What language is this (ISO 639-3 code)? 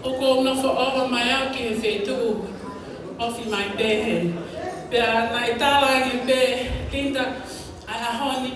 ton